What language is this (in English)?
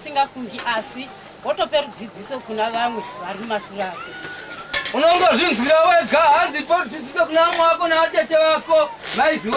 Shona